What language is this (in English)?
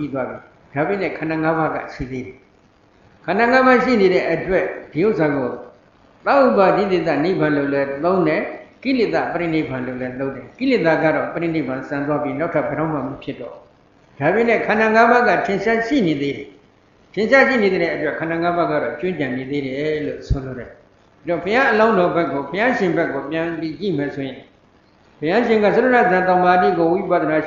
Burmese